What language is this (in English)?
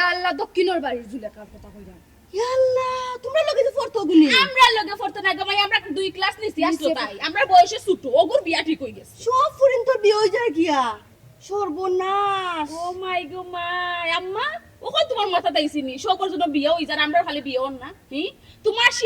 Sylheti